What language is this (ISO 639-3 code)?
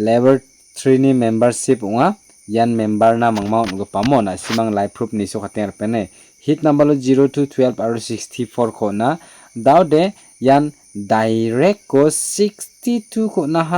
grt